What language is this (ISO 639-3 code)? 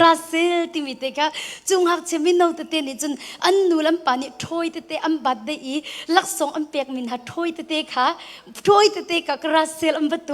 cnh